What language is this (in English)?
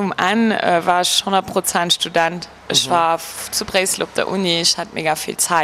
Luxembourgish